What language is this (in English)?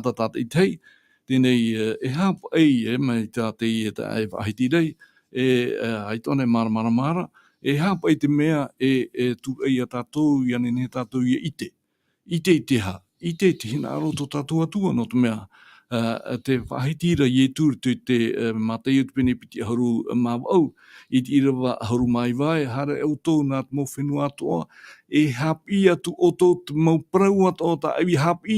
Tahitian